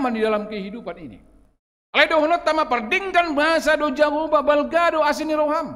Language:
Batak Toba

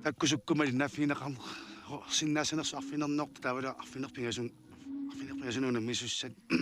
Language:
Kalaallisut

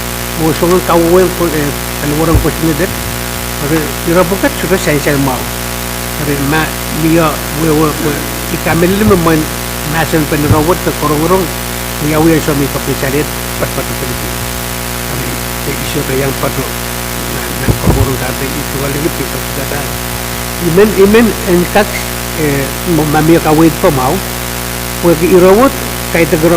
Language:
Pohnpeian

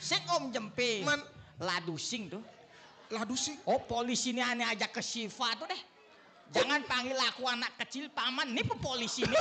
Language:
Balinese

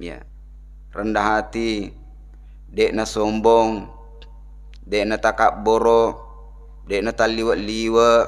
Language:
Buginese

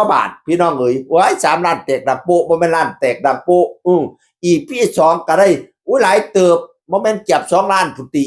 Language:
Northeastern Thai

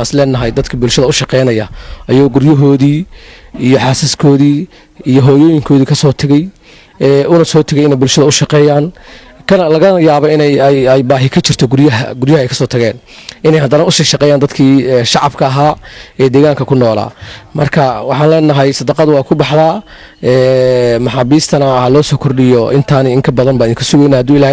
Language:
Somali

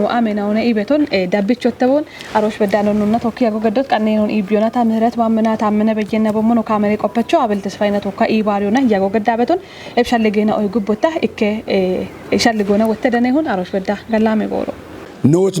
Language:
Kafa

